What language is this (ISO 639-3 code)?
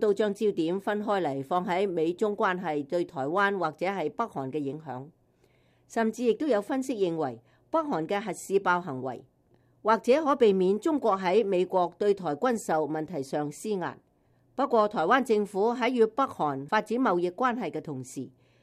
yue